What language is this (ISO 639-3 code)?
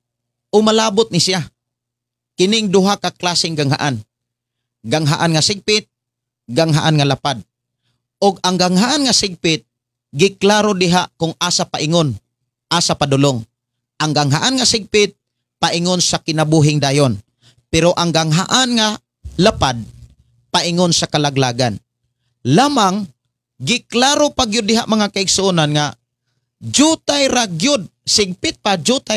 ceb